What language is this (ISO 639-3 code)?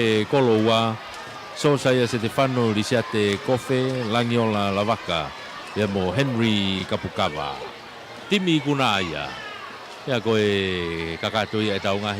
ton